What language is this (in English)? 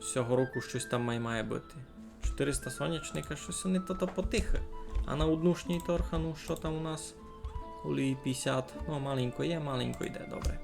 Rusyn